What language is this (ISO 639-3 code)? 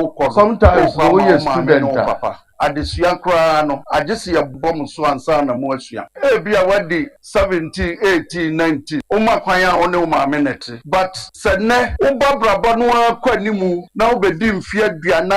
aka